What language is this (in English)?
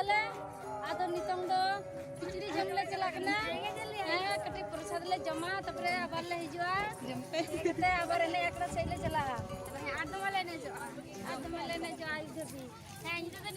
Santali